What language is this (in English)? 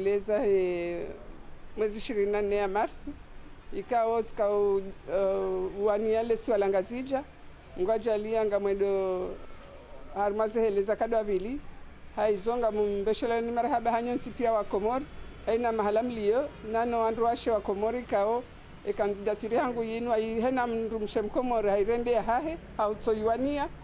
Ngazidja Comorian